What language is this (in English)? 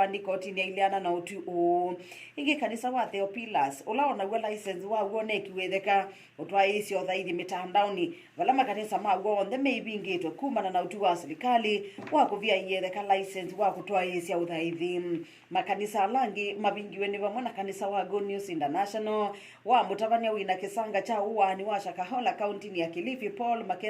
Kamba